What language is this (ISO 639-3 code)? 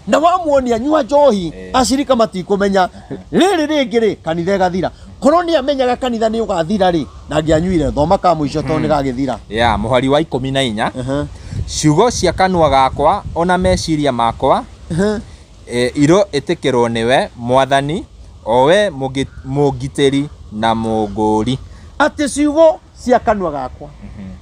kik